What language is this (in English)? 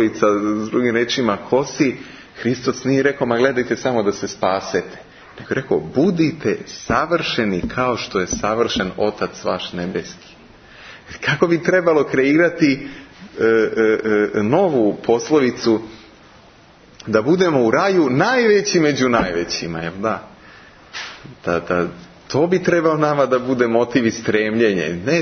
Serbian